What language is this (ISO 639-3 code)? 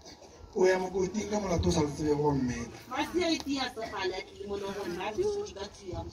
nso